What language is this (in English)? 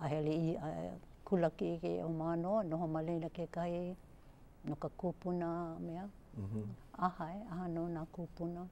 Hawaiian